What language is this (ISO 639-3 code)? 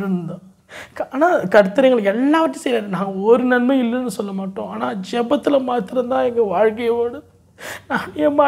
tam